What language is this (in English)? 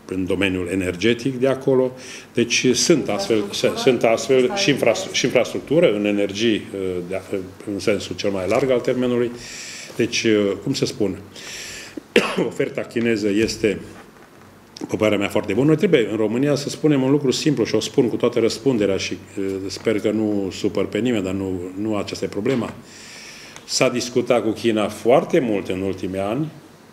Romanian